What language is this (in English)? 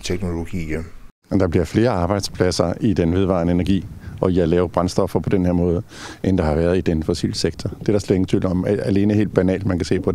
Danish